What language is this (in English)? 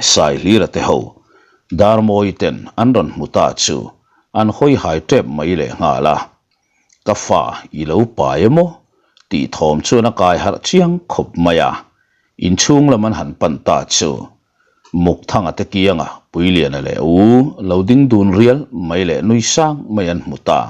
Mizo